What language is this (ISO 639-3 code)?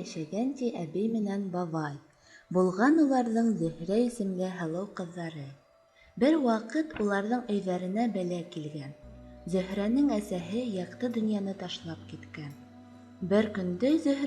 bak